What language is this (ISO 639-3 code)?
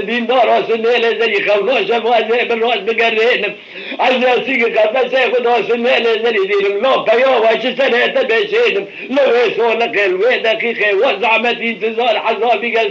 kur